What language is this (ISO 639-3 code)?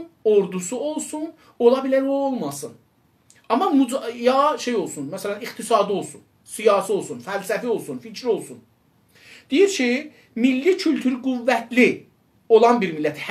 azb